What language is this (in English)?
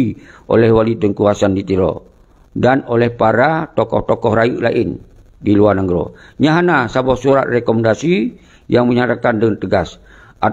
Achinese